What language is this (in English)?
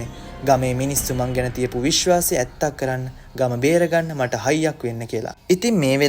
Sinhala